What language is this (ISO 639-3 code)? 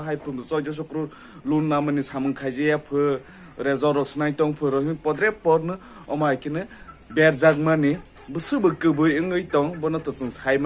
trp